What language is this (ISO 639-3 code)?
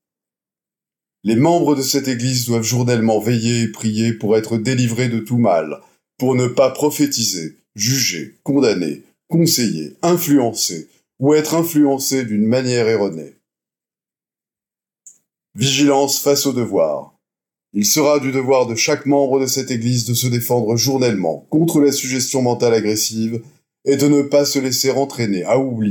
fra